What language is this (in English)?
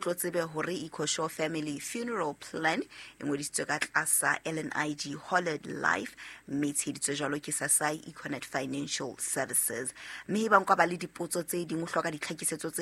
Southern Sotho